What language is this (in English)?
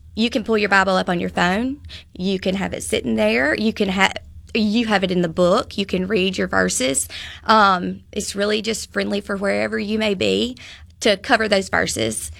English